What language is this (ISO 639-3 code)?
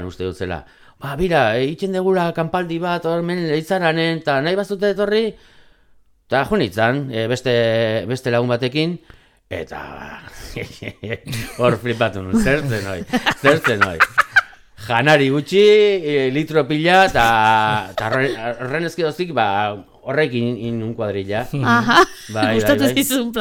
eus